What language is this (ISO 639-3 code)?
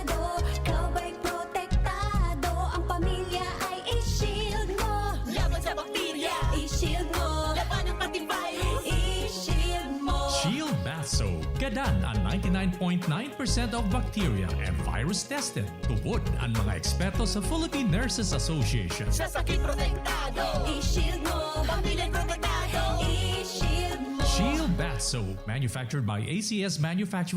bik